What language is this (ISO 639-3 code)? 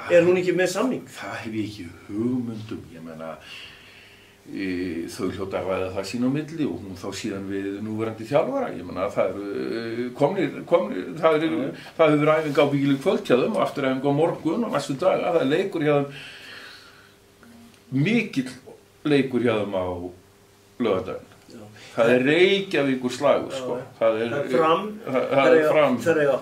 isl